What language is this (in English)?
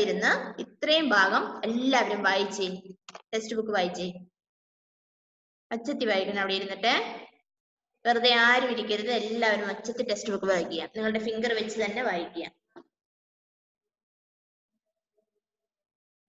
Malayalam